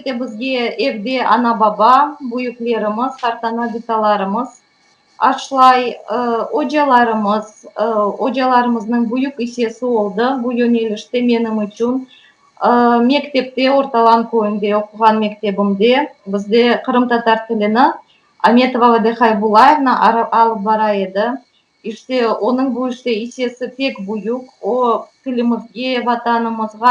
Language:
Crimean Tatar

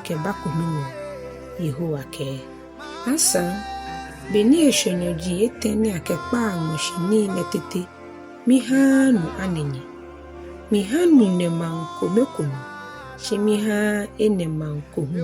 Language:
Ga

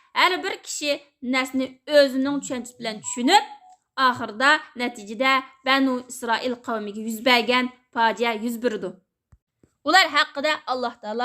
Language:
Uyghur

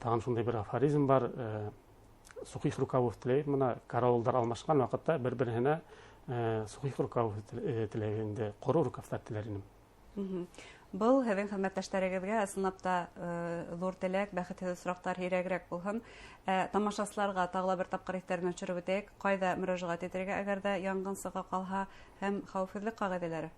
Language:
Bashkir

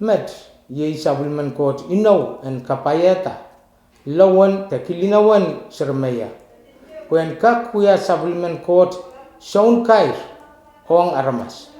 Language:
Pohnpeian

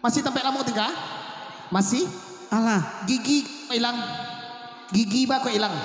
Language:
Minangkabau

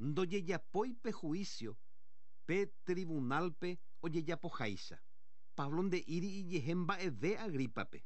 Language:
Guarani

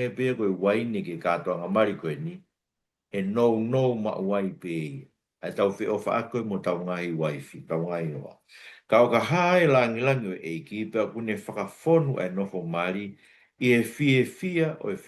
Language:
Tongan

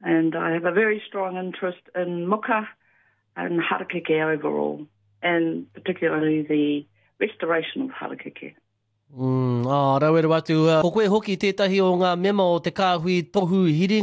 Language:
Māori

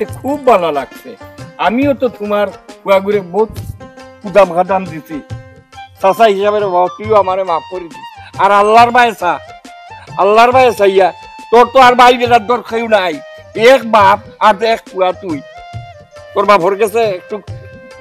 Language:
Sylheti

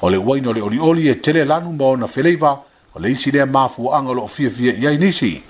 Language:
Samoan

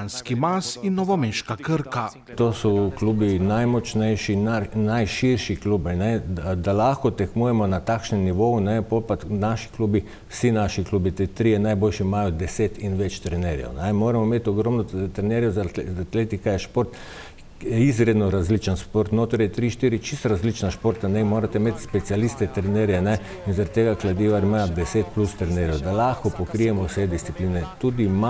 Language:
Slovenian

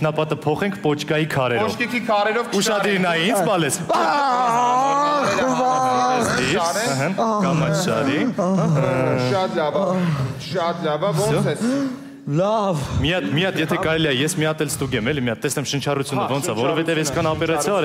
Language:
Armenian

